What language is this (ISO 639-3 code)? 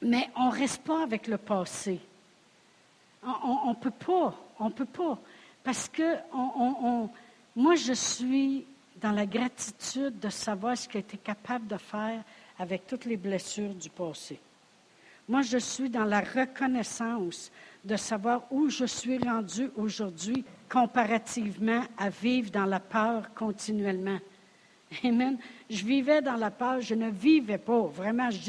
fra